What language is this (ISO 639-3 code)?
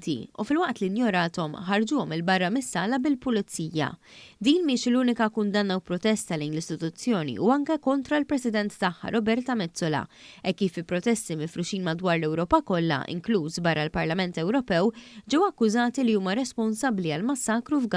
mlt